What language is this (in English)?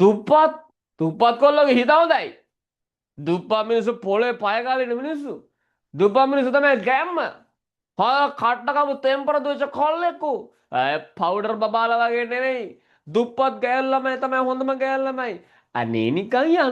Sinhala